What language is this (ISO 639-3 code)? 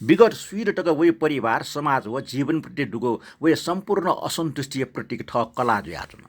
new